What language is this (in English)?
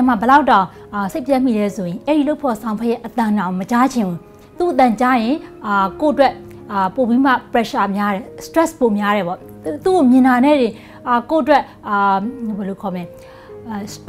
Burmese